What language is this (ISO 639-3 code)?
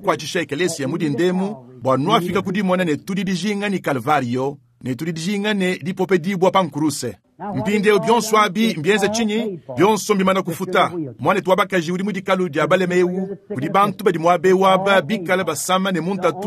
lua